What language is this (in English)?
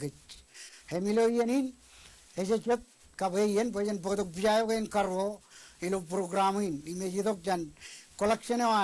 Marshallese